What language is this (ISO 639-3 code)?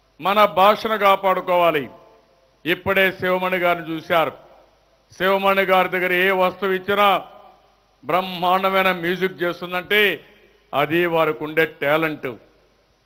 tel